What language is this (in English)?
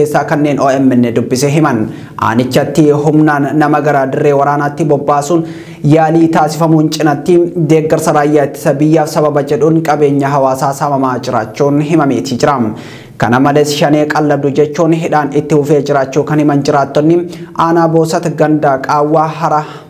Oromo